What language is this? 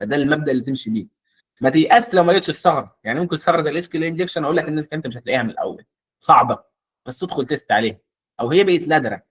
Egyptian Arabic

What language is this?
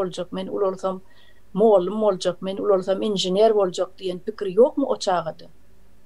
Turkmen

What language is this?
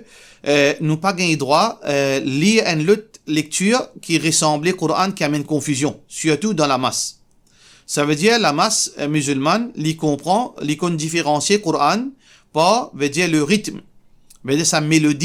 Morisyen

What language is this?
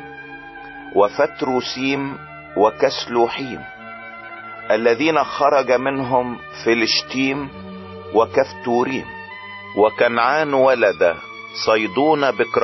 Egyptian Arabic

